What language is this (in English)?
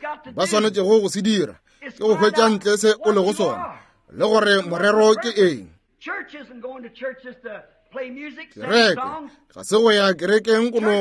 Northern Sotho